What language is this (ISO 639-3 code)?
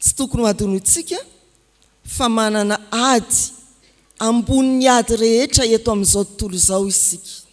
mlg